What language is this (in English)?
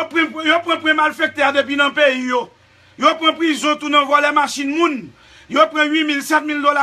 Haitian Creole